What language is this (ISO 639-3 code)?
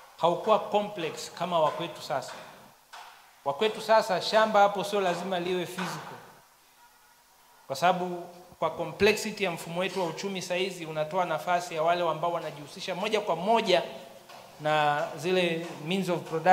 swa